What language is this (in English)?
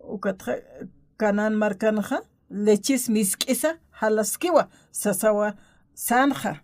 Aymara